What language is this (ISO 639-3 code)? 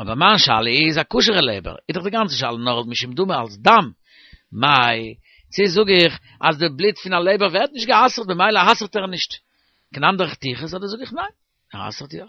yid